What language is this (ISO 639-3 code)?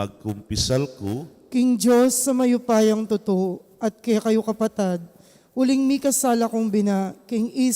pam